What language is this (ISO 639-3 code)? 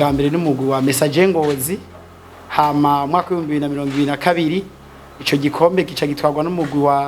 run